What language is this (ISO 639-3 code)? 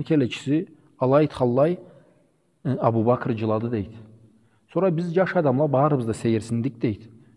krc